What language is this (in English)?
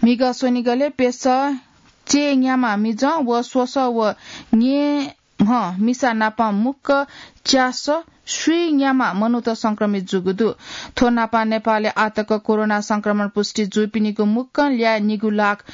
Newari